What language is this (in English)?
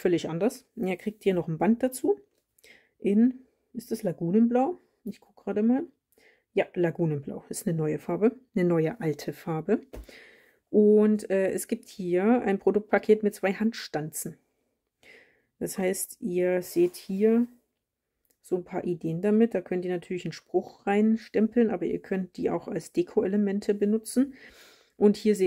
German